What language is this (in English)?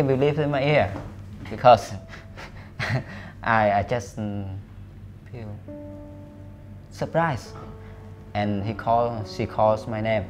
English